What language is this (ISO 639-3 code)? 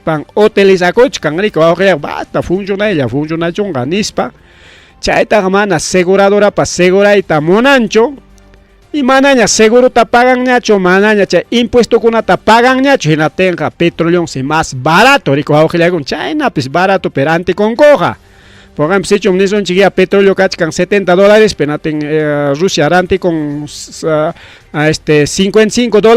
quy